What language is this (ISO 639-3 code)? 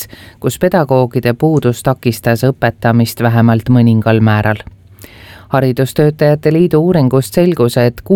est